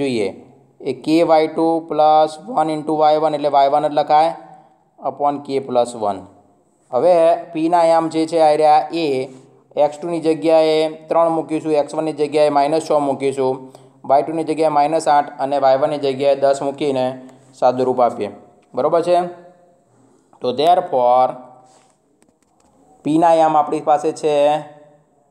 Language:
Gujarati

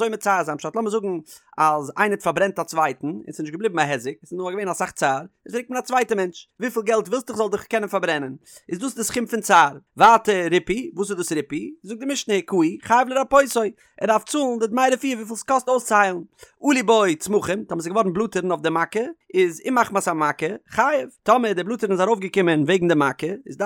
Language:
Yiddish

